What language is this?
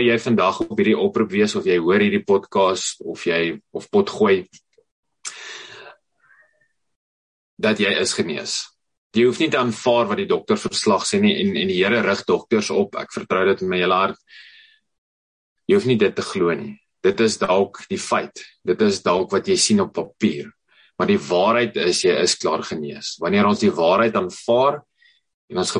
Afrikaans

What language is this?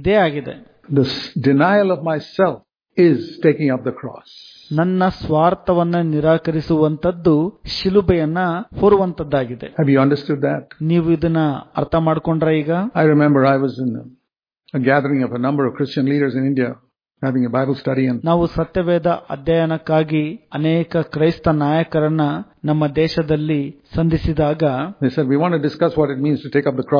Kannada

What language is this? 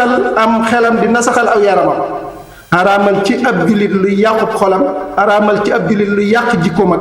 Wolof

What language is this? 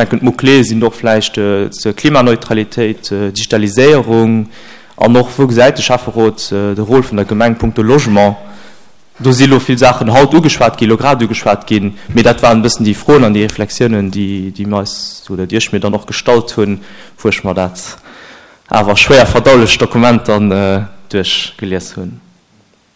Luxembourgish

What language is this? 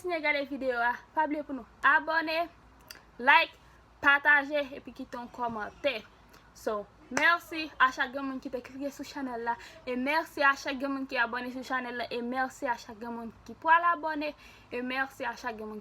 Haitian Creole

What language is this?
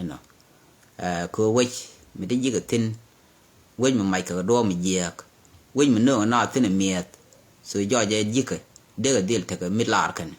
Nuer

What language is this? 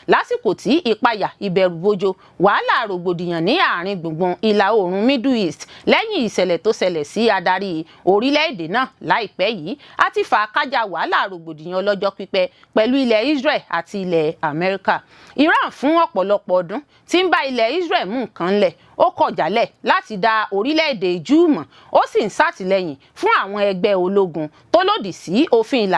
Yoruba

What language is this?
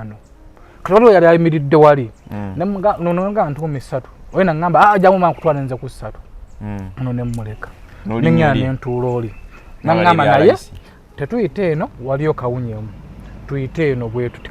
Ganda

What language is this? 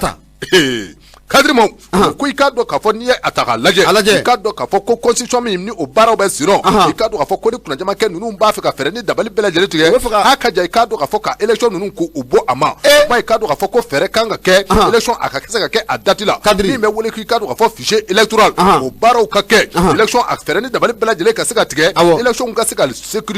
Bambara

